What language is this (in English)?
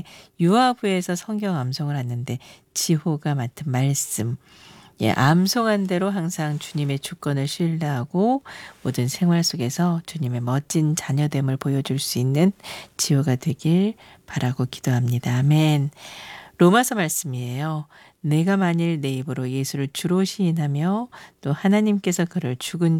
Korean